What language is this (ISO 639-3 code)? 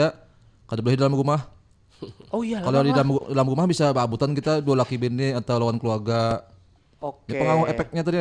bjn